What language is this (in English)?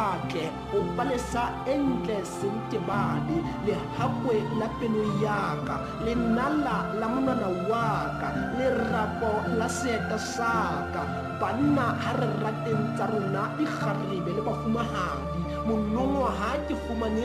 Southern Sotho